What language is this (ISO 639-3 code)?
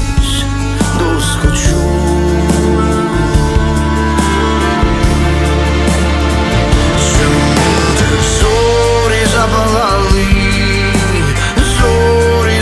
ukr